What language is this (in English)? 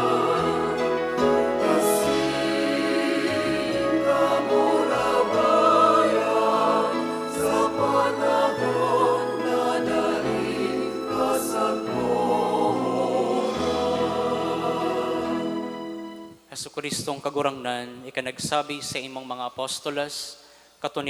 Bikol